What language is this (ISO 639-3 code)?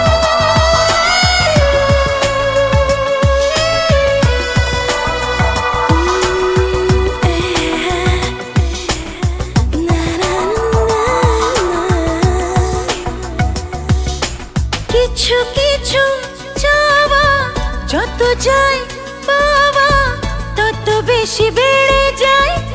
ben